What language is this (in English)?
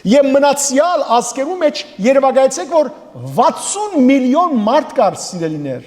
Western Armenian